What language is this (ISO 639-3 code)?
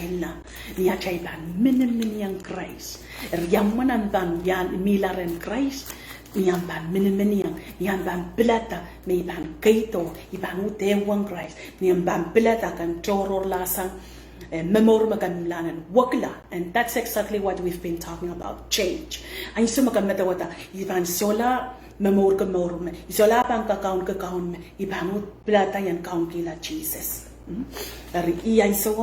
pon